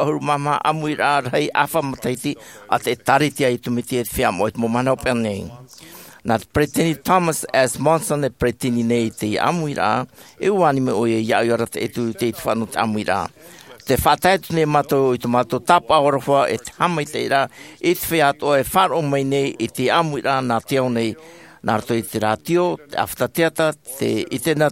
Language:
Tahitian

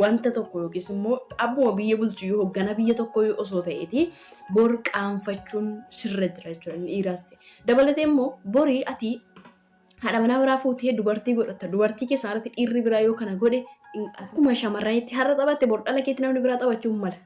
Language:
Oromo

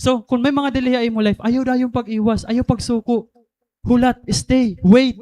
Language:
Waray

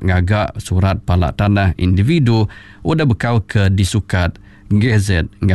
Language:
Iban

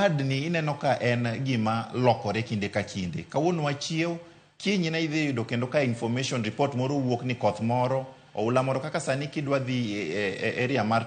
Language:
Luo (Kenya and Tanzania)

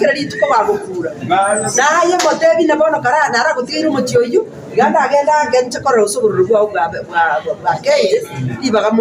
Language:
Gusii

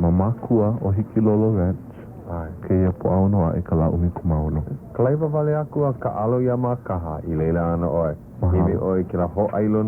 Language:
Hawaiian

